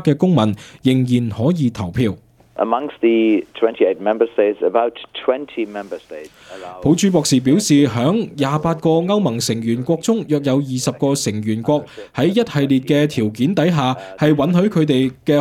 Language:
Cantonese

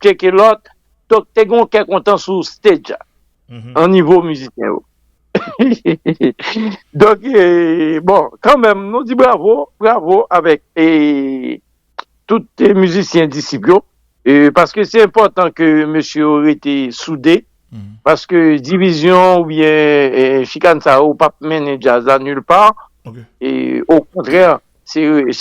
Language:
Haitian Creole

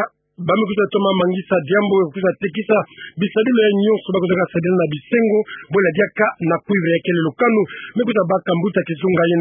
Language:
Kituba (Democratic Republic of Congo)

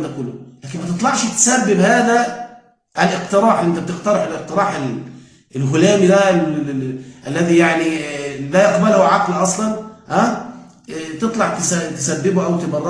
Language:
Egyptian Arabic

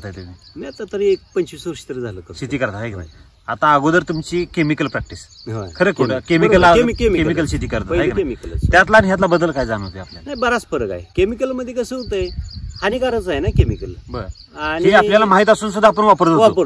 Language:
Marathi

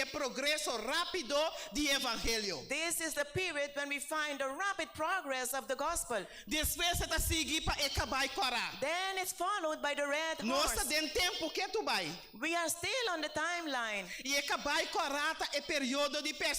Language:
Papiamento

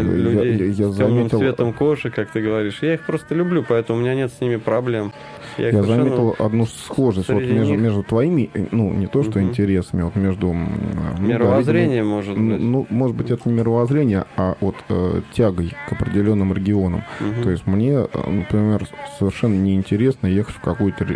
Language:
Russian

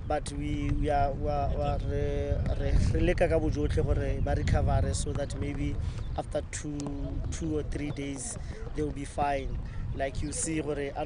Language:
Tswana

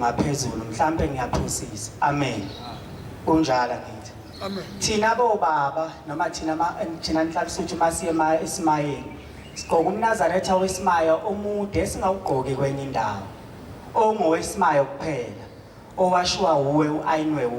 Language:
Zulu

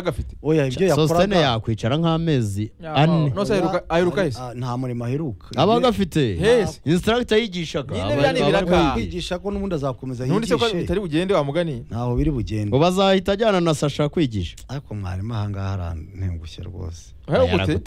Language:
Kinyarwanda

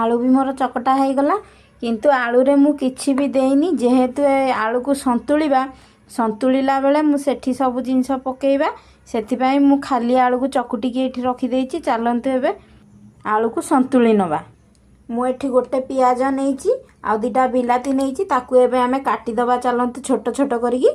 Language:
Odia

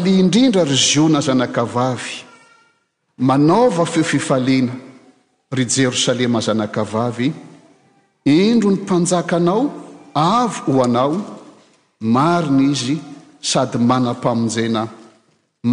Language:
Malagasy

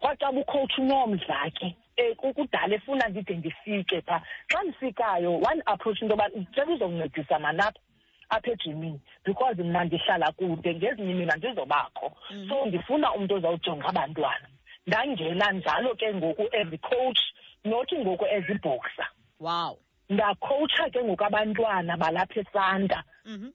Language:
Xhosa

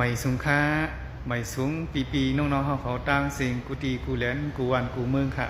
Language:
Shan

